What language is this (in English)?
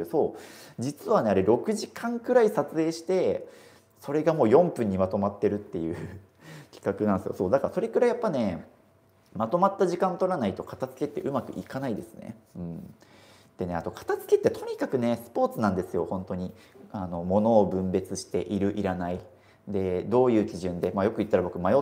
Japanese